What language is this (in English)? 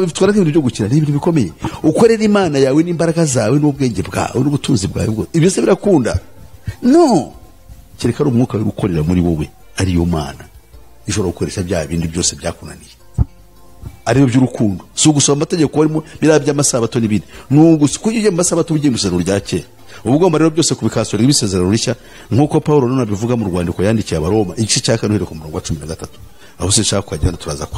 Kinyarwanda